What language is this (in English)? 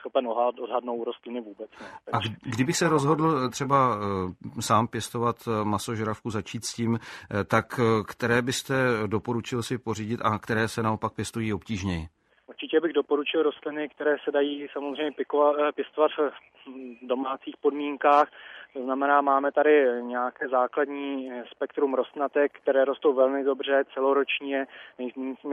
Czech